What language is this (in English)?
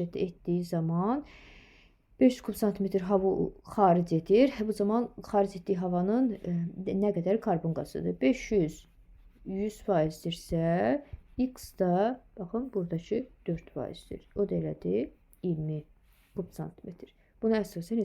Azerbaijani